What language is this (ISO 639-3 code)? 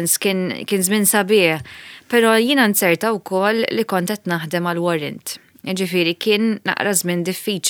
mlt